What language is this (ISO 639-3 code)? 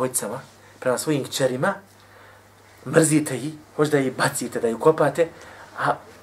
bos